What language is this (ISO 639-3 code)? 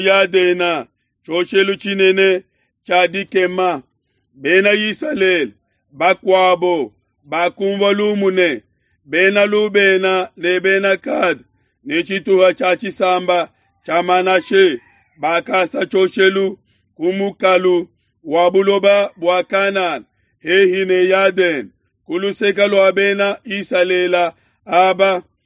lua